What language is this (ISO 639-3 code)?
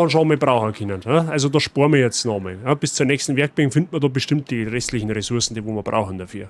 bar